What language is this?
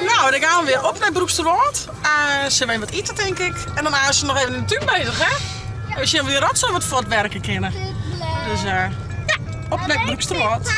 Western Frisian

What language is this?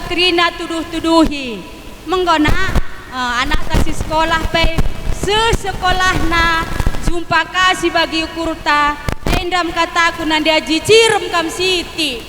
Batak Karo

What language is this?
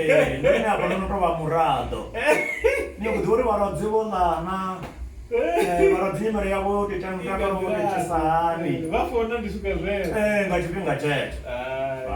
Venda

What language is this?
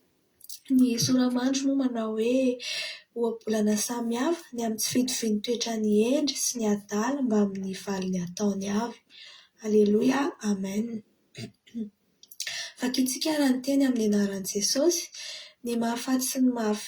Malagasy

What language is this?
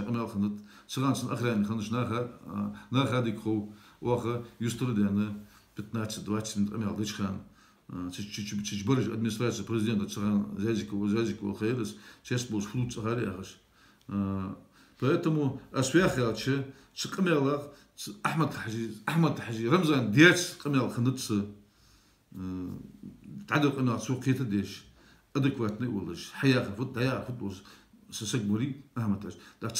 Ingush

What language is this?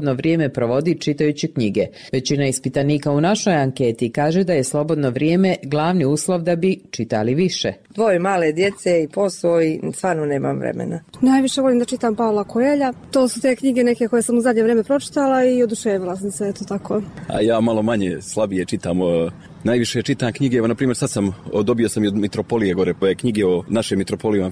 Serbian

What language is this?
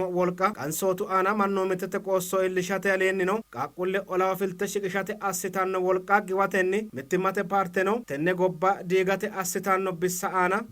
Sidamo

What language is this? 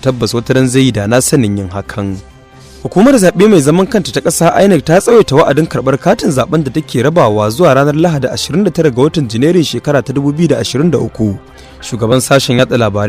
Hausa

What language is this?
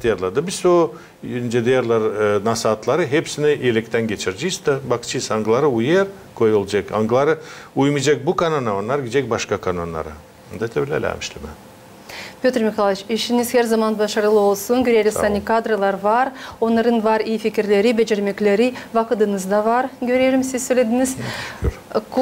Gagauz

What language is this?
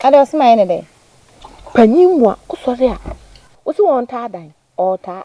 Akan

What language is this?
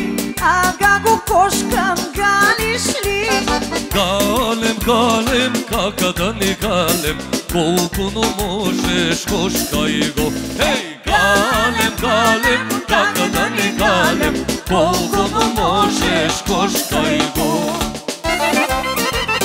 Bulgarian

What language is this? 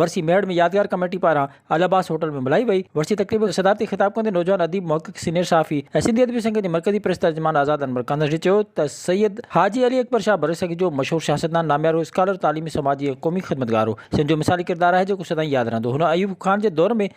Sindhi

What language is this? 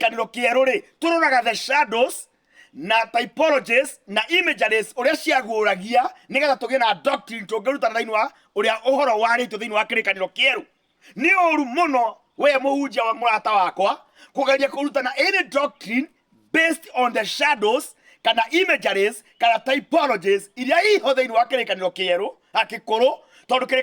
Kikuyu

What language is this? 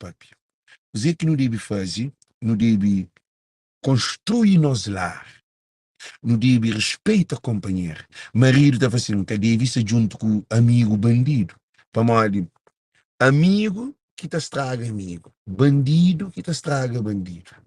Kabuverdianu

